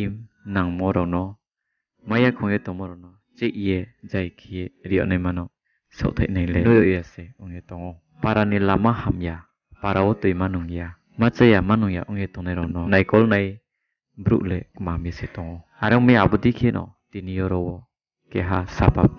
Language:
Riang (India)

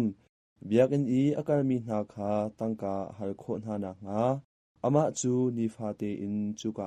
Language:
Hakha Chin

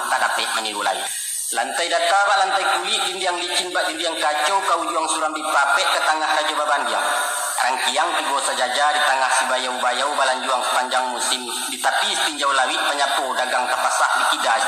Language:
Minangkabau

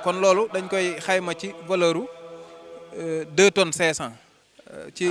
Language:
Wolof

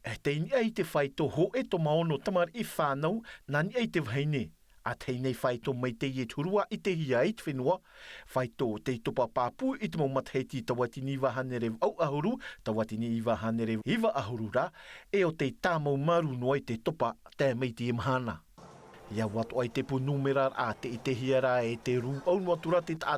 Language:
Tahitian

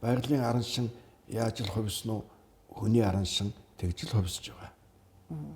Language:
Mongolian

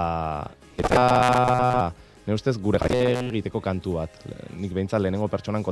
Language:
Basque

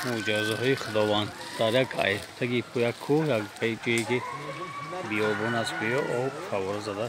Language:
Tajik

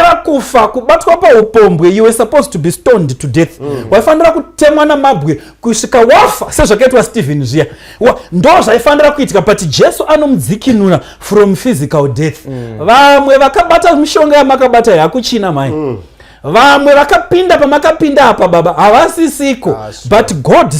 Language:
Shona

